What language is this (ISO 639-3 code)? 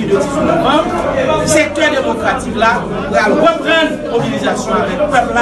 hat